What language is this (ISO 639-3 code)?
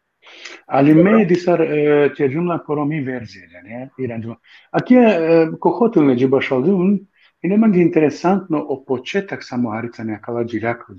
rmn